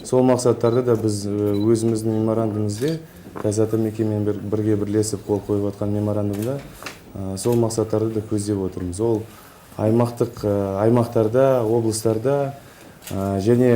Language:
Kazakh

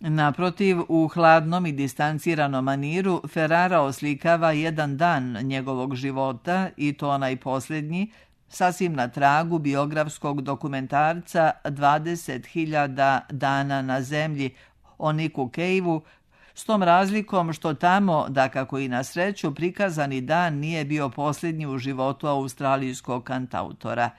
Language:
Serbian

